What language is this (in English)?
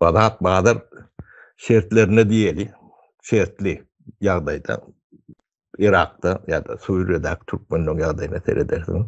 Turkmen